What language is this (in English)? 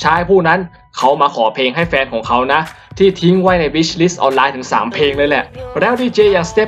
Thai